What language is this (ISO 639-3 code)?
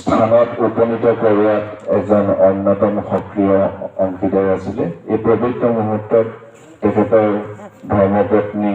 asm